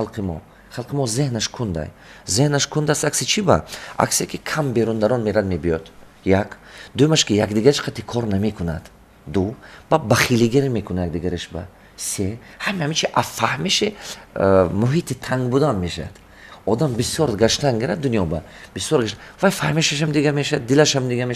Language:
Tajik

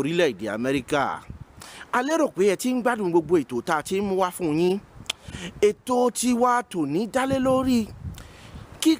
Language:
Yoruba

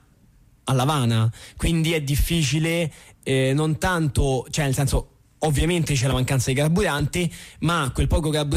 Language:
Italian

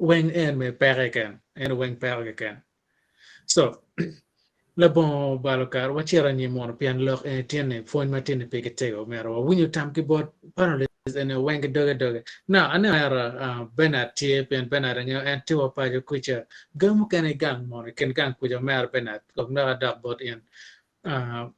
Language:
Acoli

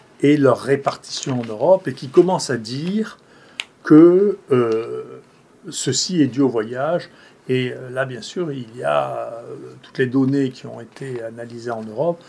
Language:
French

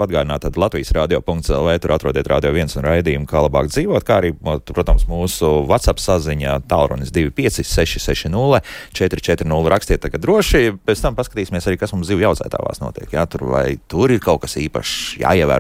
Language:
Latvian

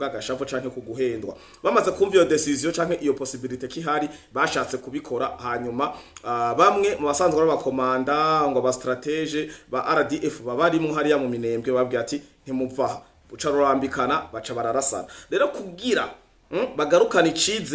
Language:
Rundi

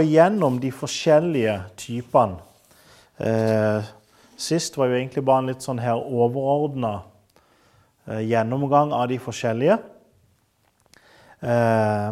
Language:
Norwegian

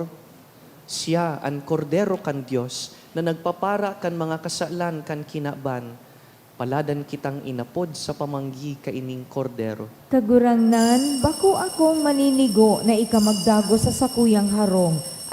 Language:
Bikol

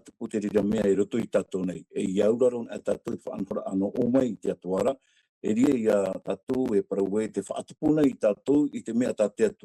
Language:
Tahitian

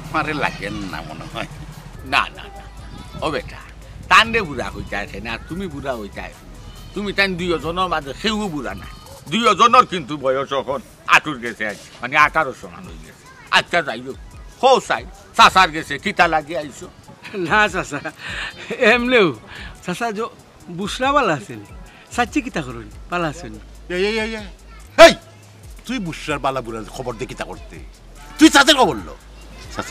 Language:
Sylheti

